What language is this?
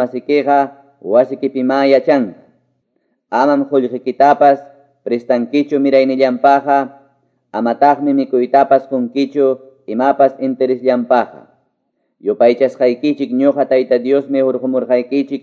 Quechua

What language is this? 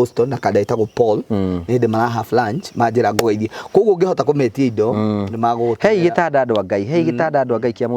Kikuyu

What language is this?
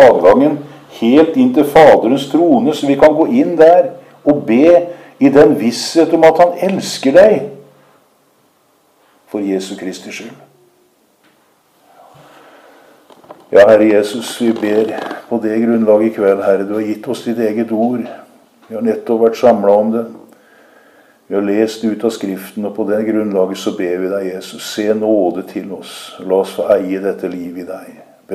Norwegian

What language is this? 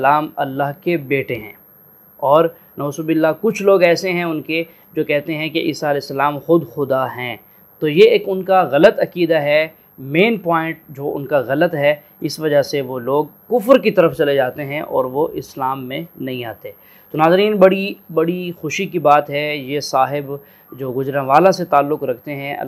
Urdu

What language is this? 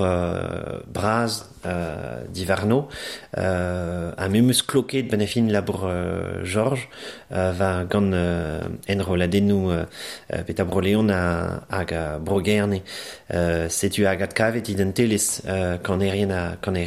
Breton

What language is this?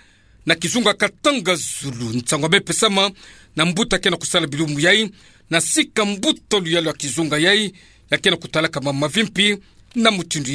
Kituba (Democratic Republic of Congo)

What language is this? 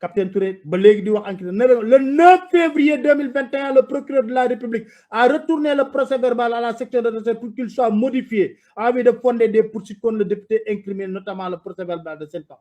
Wolof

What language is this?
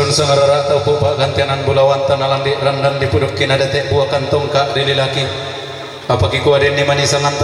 Toraja-Sa'dan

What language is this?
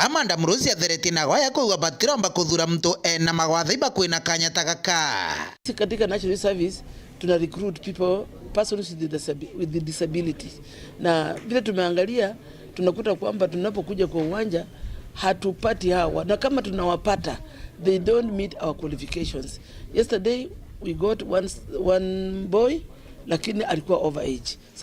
Meru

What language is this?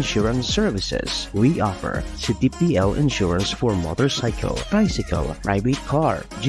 Bikol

